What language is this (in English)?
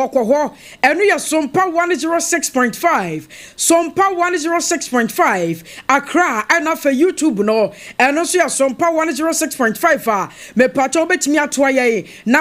Akan